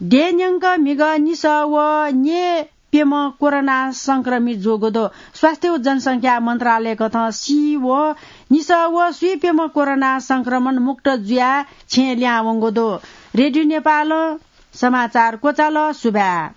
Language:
Newari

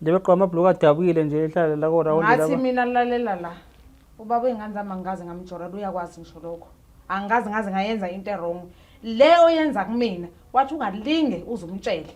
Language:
Zulu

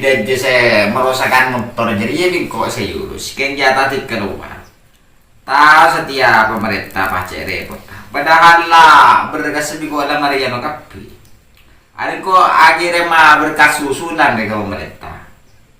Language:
Madurese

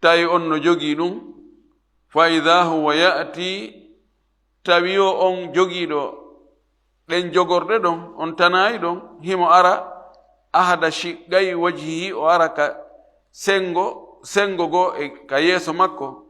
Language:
Fula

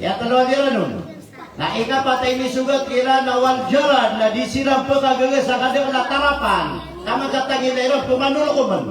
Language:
Maranao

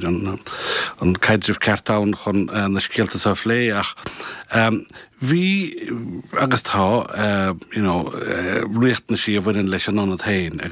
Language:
Irish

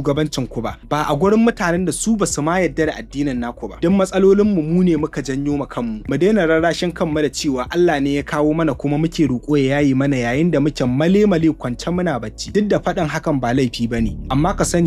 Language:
Hausa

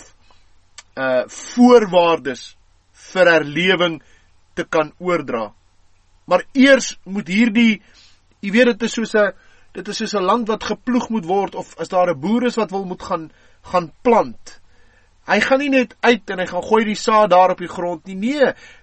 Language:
Afrikaans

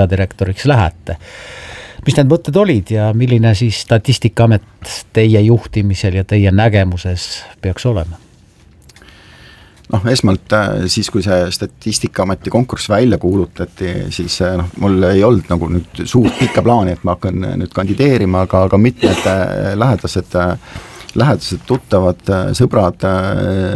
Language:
Estonian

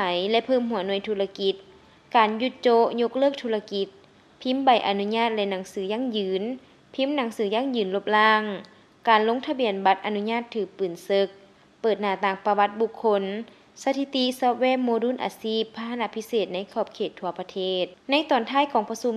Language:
Lao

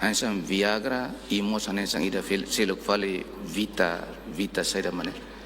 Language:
Tetum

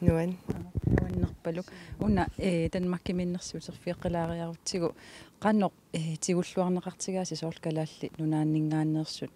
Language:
Kalaallisut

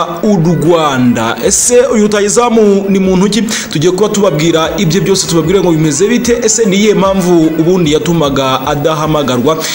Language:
Kinyarwanda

